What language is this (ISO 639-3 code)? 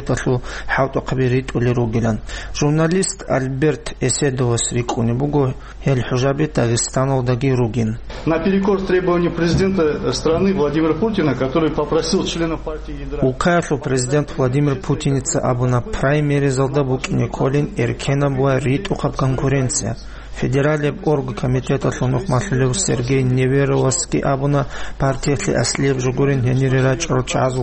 ava